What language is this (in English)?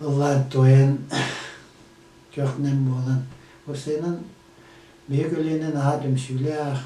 Yakut